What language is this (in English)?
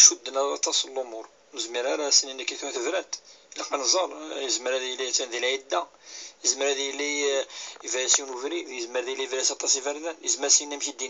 Kabyle